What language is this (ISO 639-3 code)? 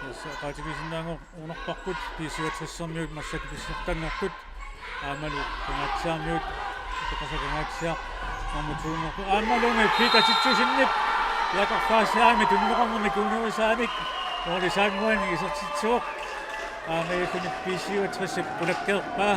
kal